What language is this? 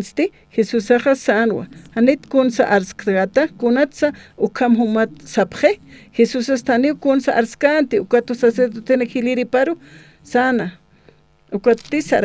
Aymara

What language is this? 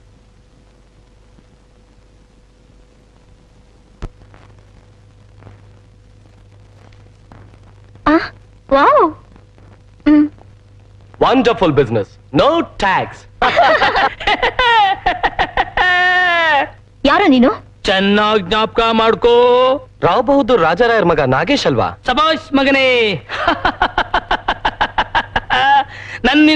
Kannada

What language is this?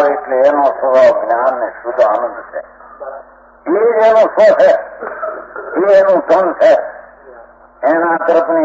Gujarati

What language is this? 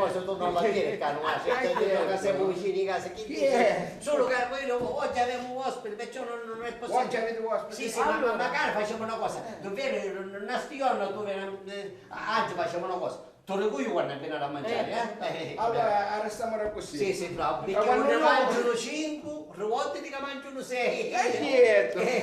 Sicilian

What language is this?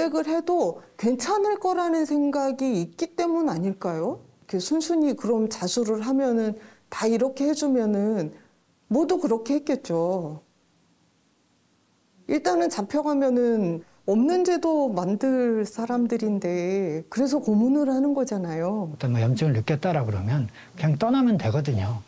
Korean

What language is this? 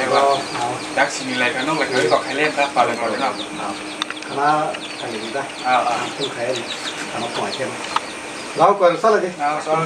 Kok Borok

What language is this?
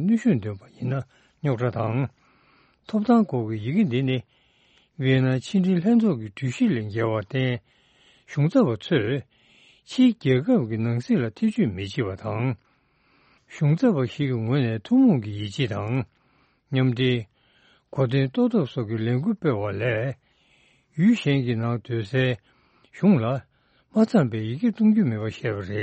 Tibetan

